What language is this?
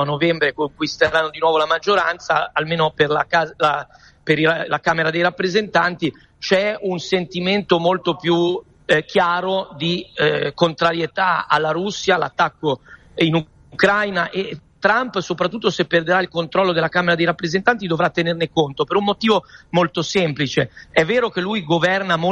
Italian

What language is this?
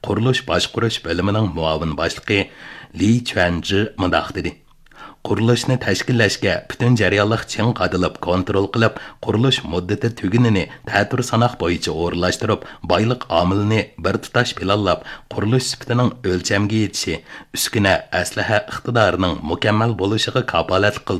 Uyghur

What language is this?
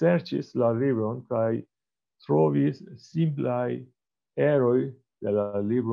Esperanto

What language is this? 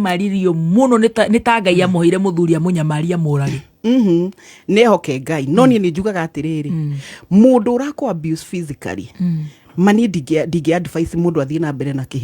Kikuyu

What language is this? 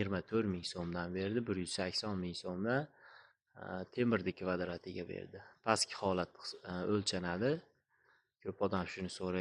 Uzbek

